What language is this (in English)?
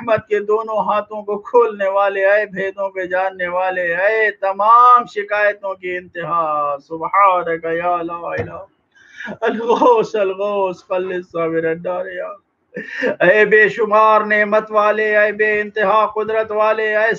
Urdu